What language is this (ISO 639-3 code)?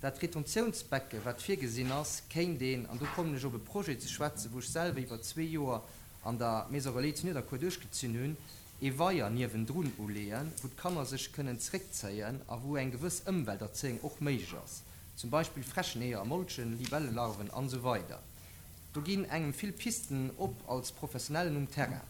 ltz